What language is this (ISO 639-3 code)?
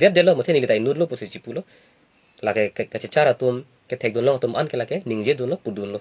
mjw